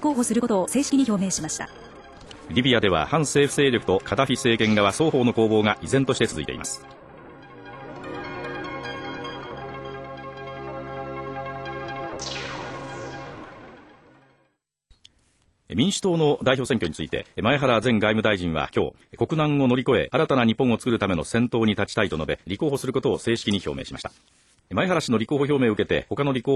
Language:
Japanese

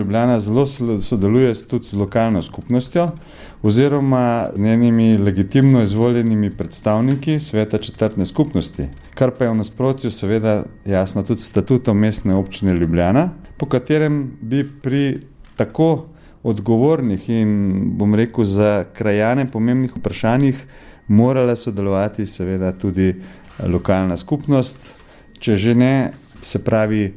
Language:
Slovenian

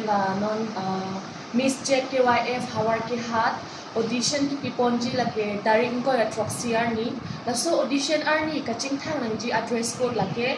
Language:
Karbi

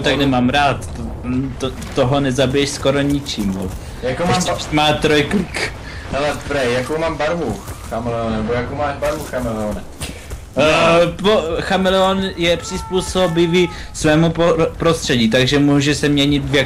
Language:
Czech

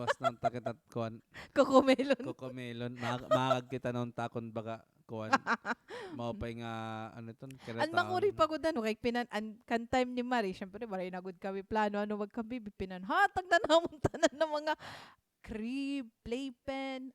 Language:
Waray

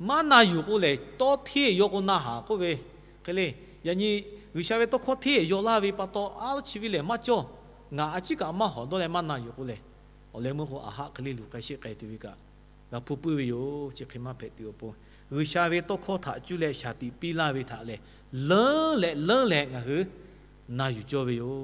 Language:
Lahu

